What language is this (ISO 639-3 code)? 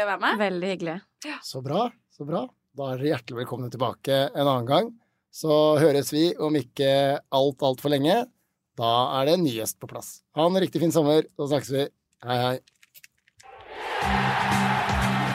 nor